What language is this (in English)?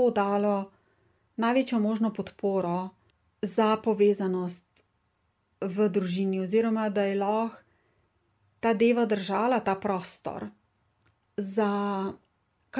Slovenian